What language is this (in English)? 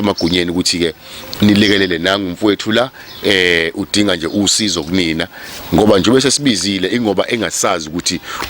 Zulu